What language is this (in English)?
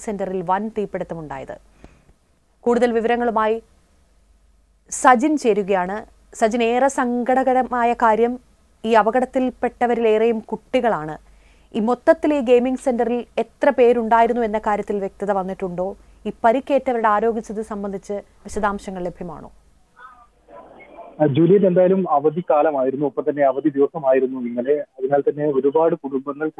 Malayalam